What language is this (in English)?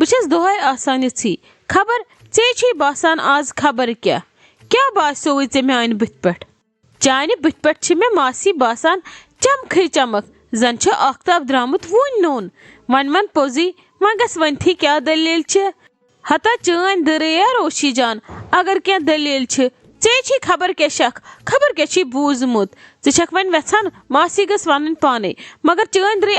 Kashmiri